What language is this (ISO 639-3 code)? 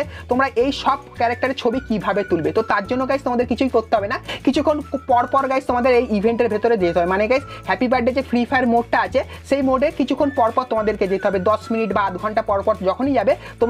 ben